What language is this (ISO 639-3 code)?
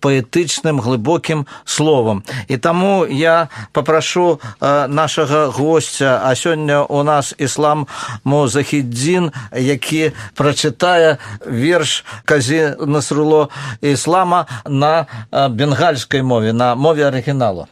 bel